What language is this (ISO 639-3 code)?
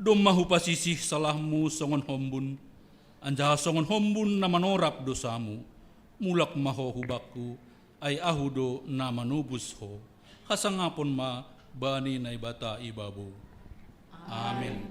bts